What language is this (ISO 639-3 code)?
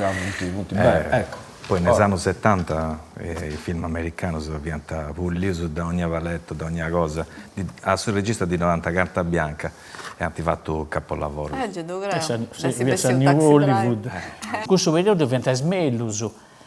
srd